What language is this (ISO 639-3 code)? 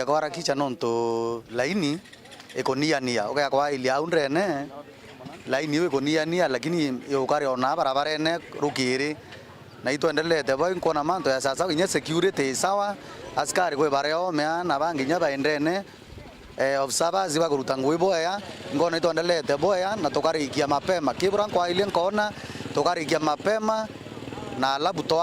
mer